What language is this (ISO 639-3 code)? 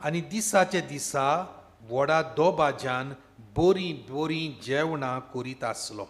kok